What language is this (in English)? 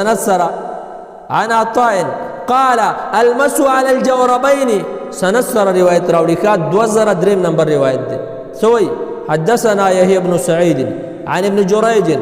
Pashto